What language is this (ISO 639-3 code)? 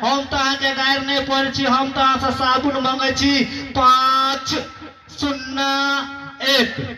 mai